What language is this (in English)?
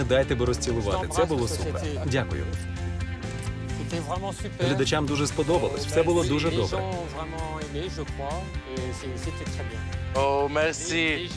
Ukrainian